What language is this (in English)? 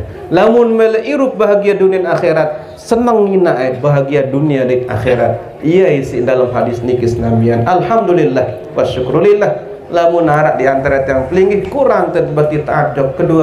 Sasak